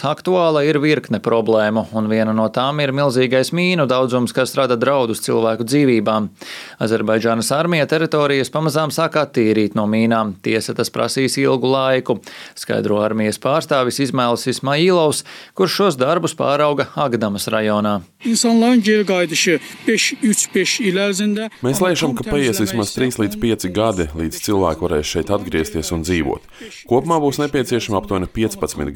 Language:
Latvian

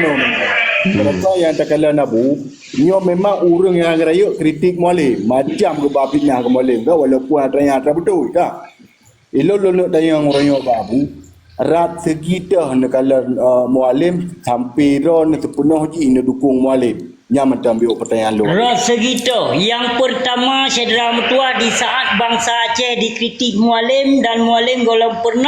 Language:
Achinese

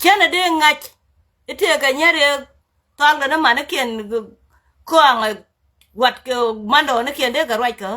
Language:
Nuer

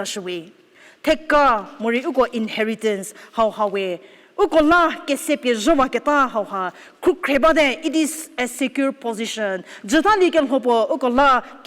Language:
Angami Naga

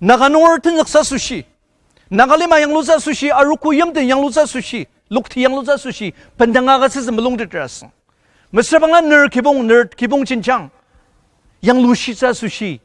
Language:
Ao Naga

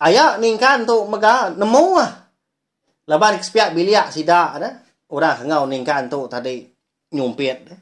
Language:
Iban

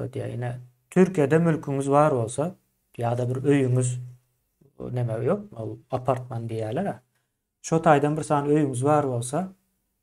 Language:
Turkmen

